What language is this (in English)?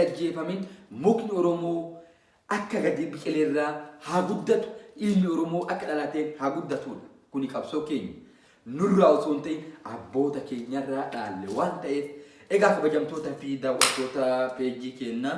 Oromo